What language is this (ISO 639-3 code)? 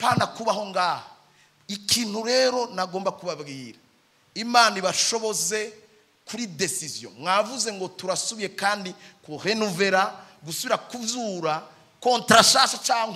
run